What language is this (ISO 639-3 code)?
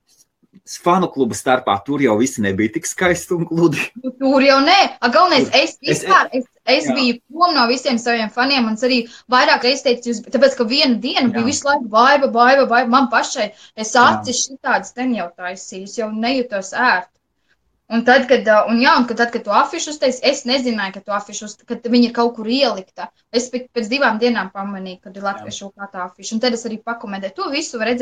lav